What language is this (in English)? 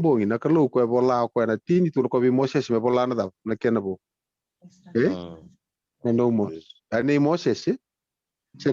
Fijian